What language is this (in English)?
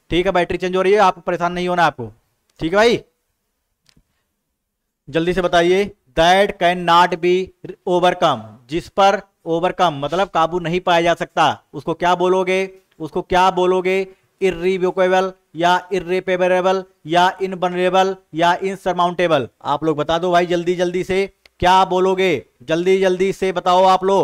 Hindi